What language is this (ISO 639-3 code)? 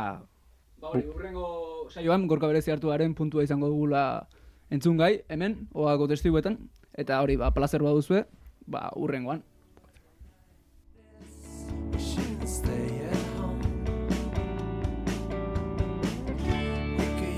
eus